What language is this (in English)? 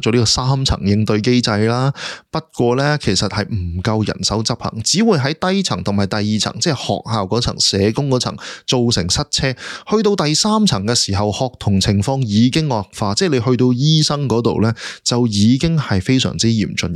Cantonese